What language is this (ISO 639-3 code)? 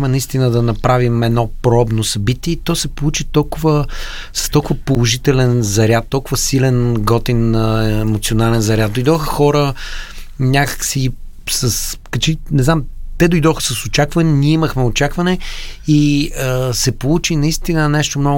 bul